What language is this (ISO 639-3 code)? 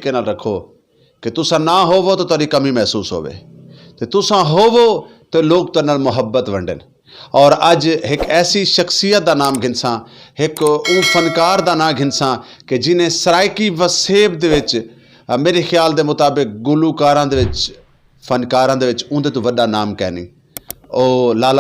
skr